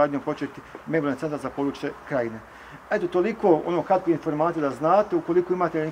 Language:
Bosnian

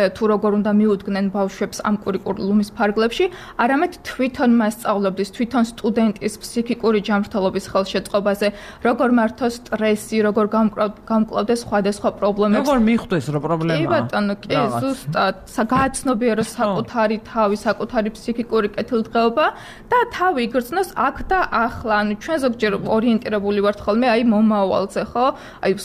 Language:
Georgian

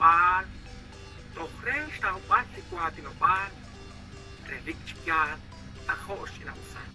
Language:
Kekchí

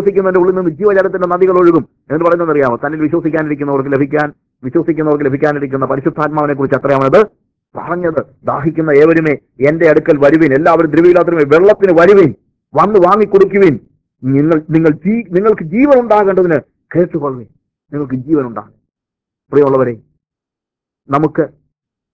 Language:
Malayalam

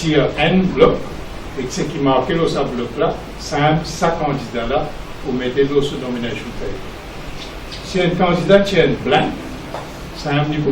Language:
Morisyen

